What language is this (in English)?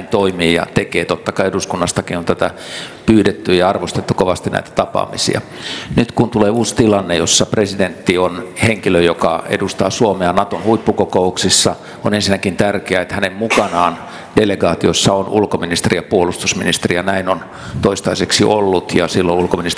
Finnish